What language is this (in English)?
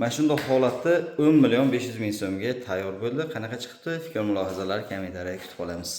Uzbek